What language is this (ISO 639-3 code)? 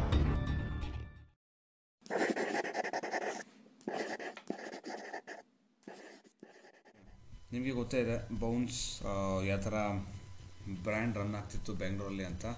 kan